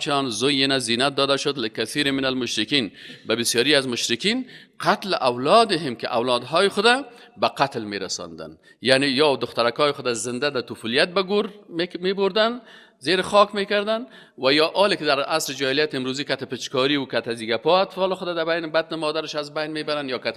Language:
Persian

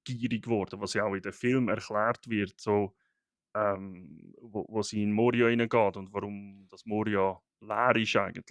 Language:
Swiss German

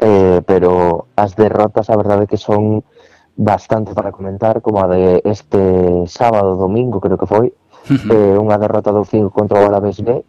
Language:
Galician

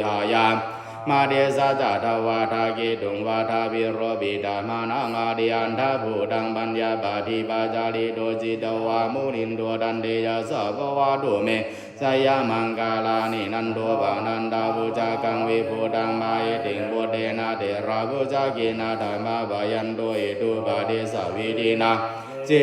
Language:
Pali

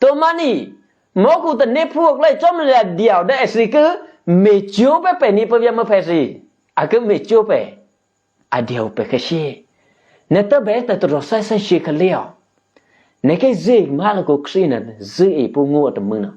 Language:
Eastern Kayah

